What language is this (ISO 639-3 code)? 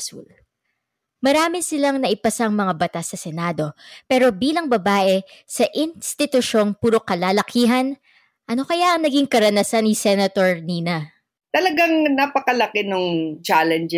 fil